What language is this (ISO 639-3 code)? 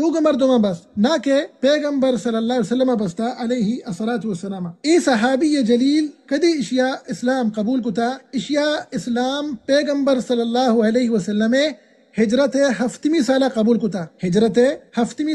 bal